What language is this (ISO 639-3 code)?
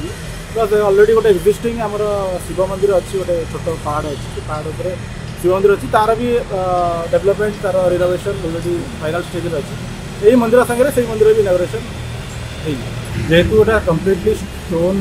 ori